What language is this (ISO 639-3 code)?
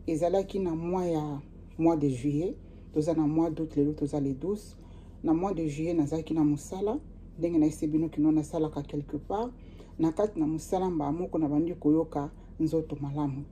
lin